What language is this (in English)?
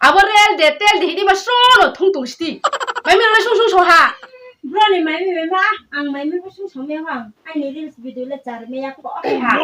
Riang (India)